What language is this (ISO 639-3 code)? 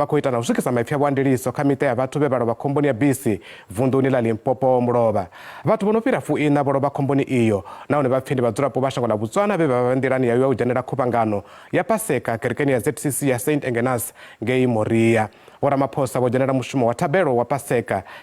ven